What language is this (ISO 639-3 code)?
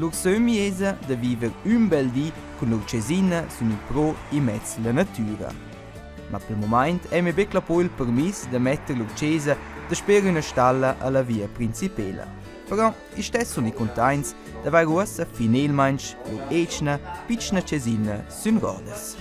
roh